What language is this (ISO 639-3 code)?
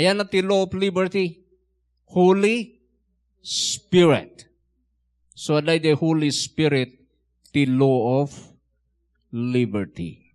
ilo